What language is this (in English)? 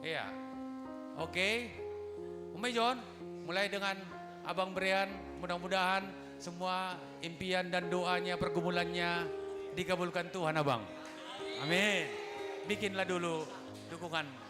Batak Simalungun